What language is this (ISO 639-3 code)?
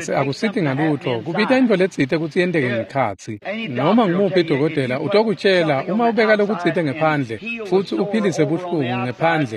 ssw